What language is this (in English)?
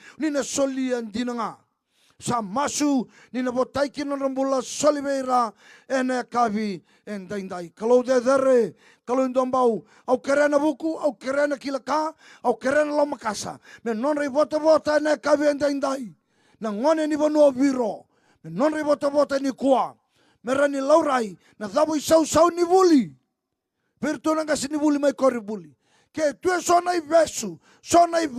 Fijian